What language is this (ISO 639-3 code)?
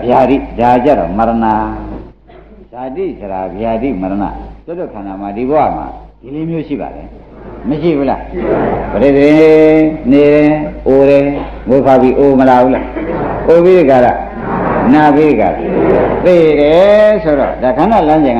mya